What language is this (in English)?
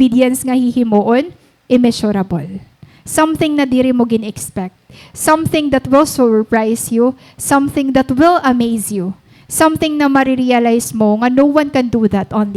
Waray